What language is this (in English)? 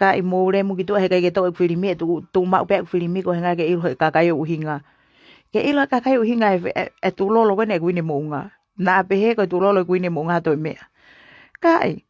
Tongan